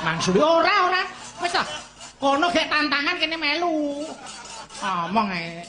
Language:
Javanese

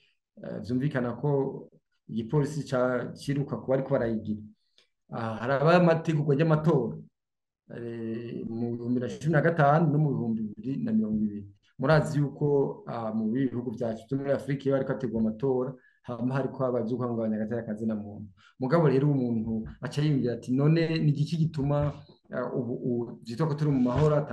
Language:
Rundi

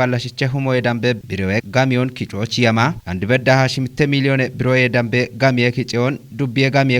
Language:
Kafa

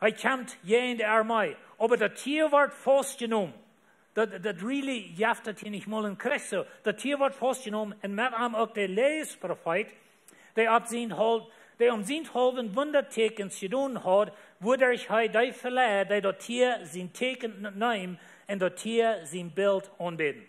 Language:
Plautdietsch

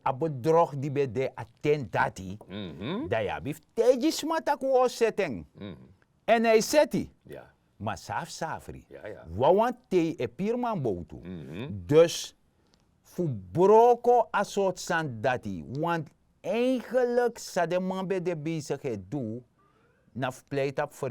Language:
Sranan Tongo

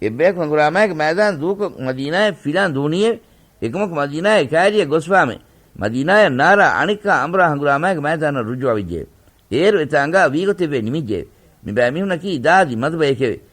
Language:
Divehi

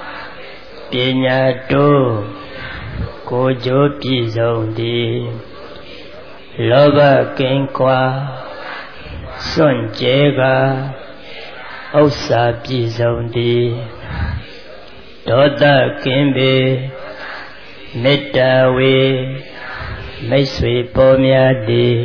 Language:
Burmese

